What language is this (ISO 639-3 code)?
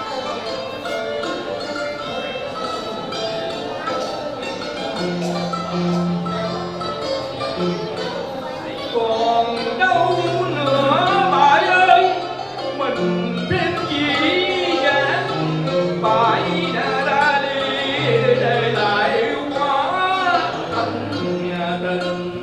vie